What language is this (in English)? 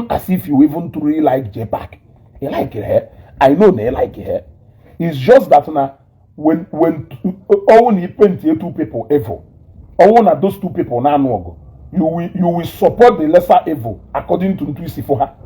Igbo